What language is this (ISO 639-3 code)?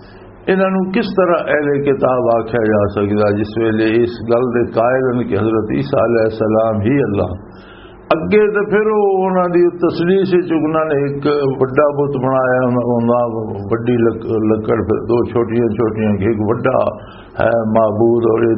lah